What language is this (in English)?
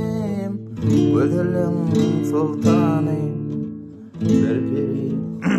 Turkmen